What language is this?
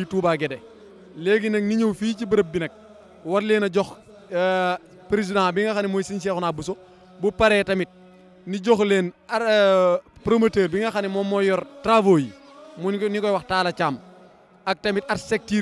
Wolof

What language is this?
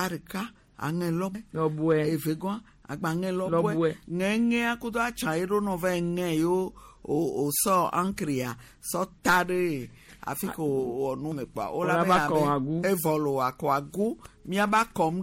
Gen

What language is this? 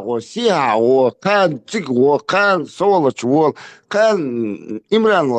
Chechen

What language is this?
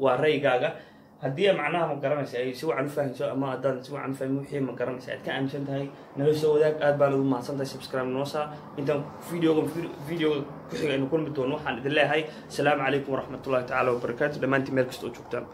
Somali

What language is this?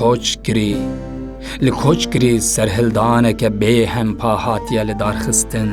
Kurdish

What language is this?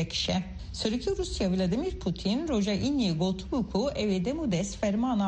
Kurdish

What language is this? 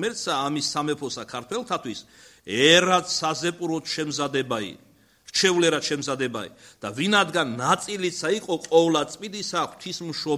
Georgian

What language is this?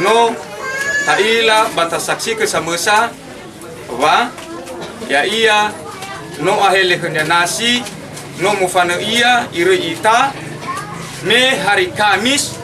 Nias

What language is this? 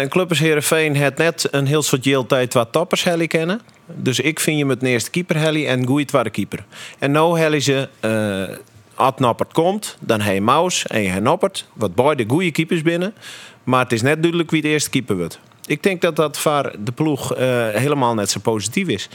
Western Frisian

